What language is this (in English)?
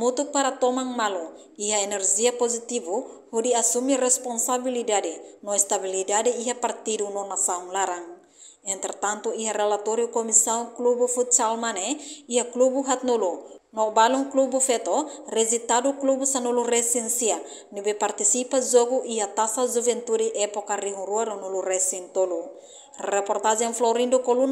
Tetum